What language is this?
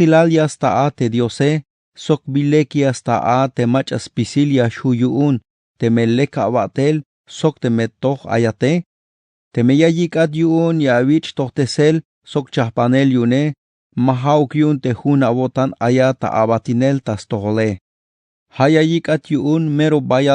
Tzeltal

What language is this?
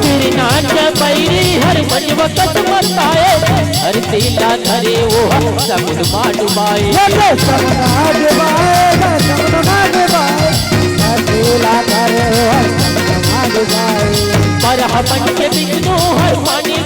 Chhattisgarhi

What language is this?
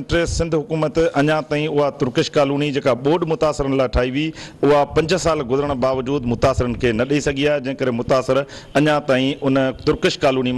Sindhi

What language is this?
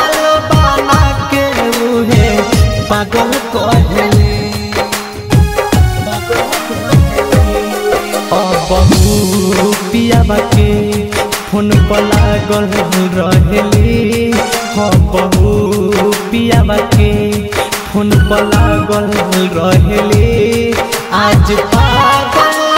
Bhojpuri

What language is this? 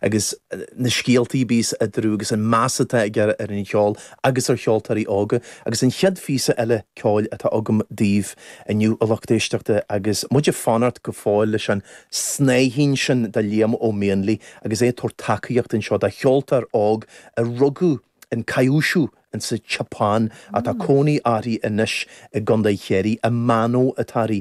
Irish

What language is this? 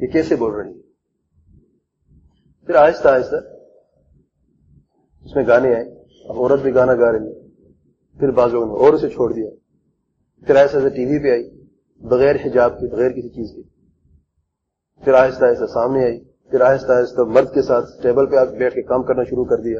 Urdu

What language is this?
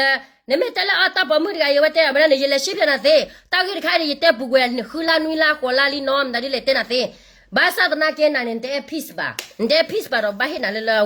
S'gaw Karen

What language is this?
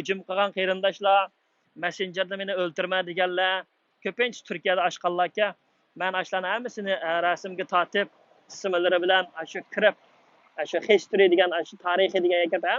Uyghur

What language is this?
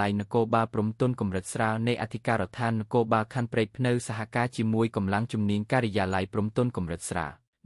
Khmer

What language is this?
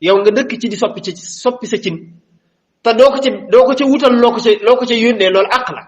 Wolof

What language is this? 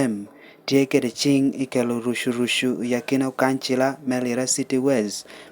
Lango (Uganda)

